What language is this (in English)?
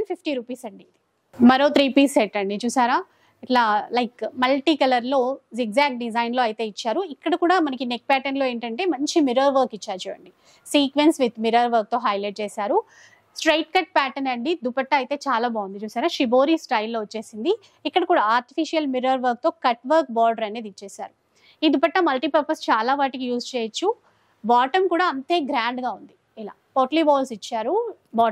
Telugu